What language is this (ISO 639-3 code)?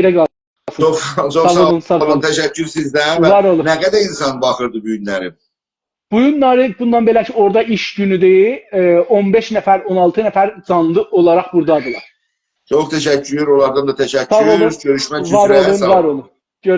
azb